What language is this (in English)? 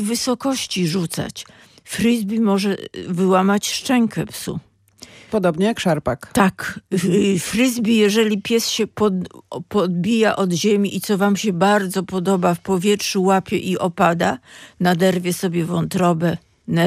Polish